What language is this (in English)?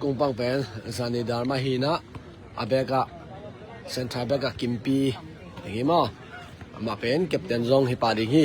Tedim Chin